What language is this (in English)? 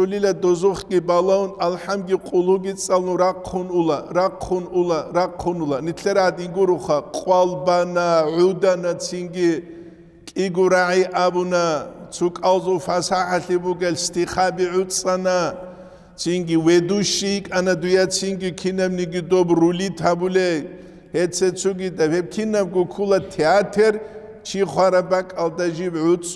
Avaric